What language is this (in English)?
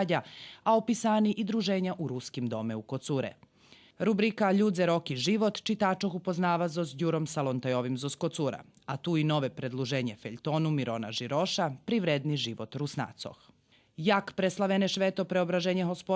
Rusyn